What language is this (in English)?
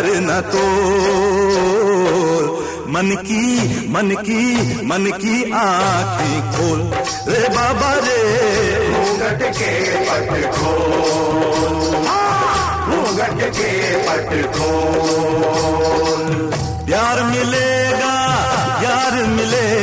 Hindi